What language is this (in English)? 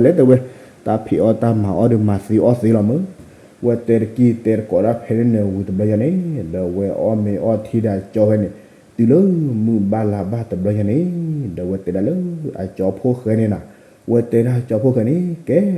S'gaw Karen